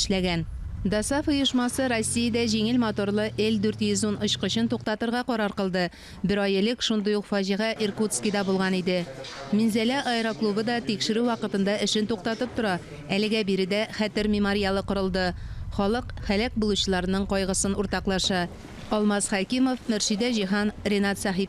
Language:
Tatar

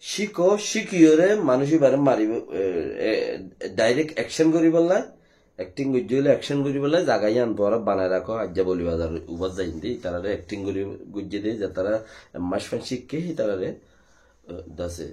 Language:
Rohingya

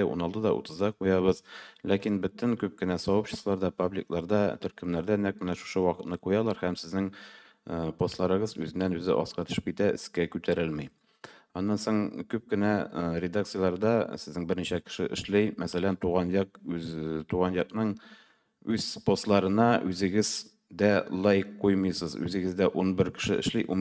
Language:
Tatar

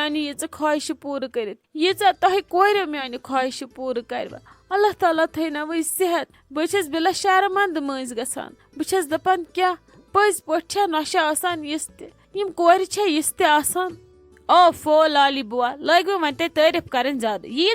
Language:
Kashmiri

